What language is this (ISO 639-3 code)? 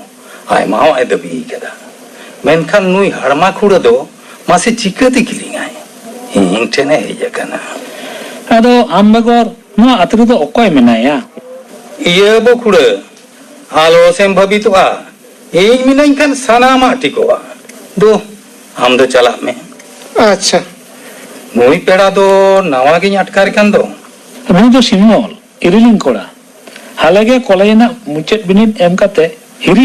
sat